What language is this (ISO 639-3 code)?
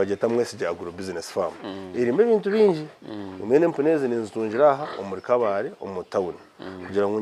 nyn